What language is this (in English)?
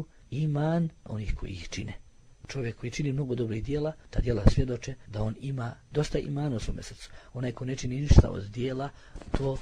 Bosnian